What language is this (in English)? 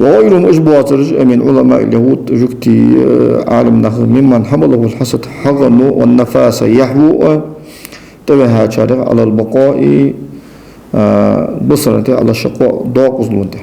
Ingush